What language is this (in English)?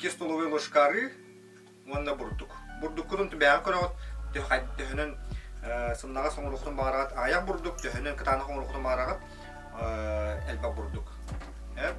Yakut